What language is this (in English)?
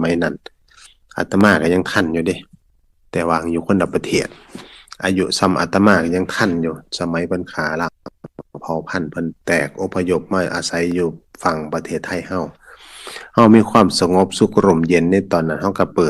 Northeastern Thai